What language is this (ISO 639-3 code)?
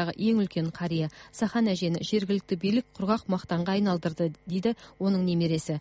kaz